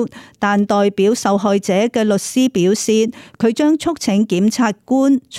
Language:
Cantonese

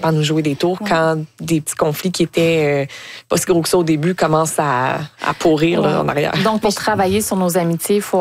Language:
French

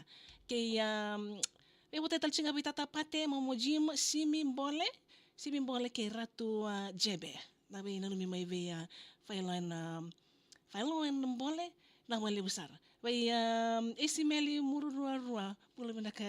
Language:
Fijian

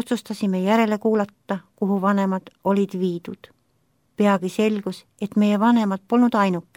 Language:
Estonian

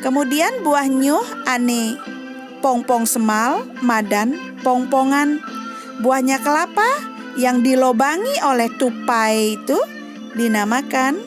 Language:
Balinese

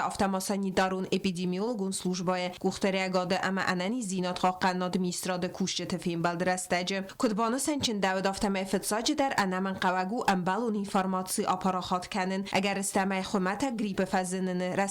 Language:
Ossetic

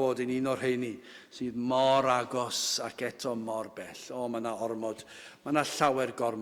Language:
Welsh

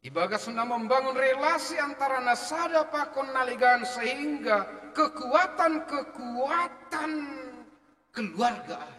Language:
Batak Simalungun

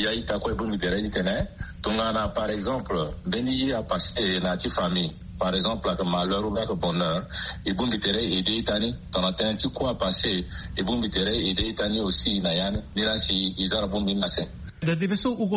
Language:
Sango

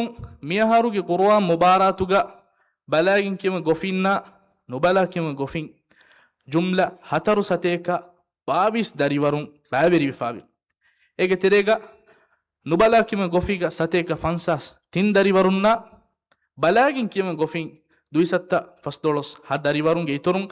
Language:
Divehi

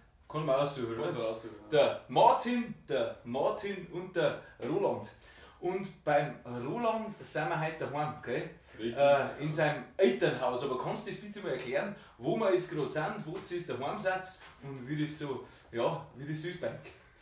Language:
Bavarian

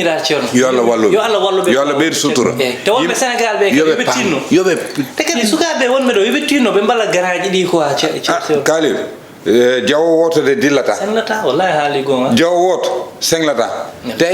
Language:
Fula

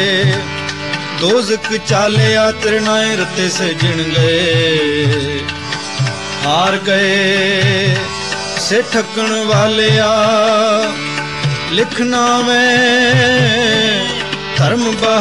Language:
Punjabi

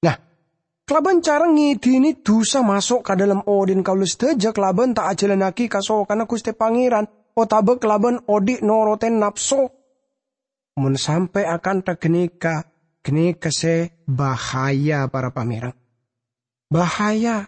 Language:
Madurese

